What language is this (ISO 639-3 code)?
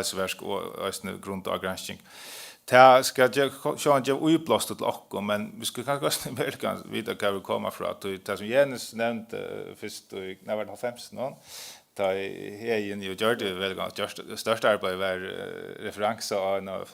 fao